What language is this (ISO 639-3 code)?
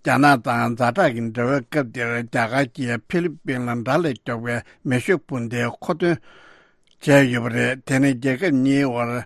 bod